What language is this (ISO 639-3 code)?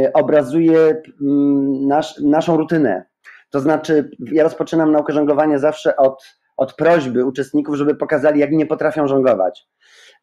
pol